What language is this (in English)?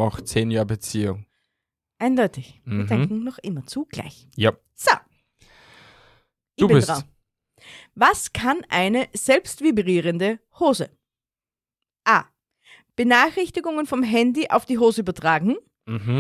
German